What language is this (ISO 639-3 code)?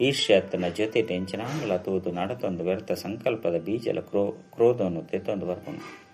tcy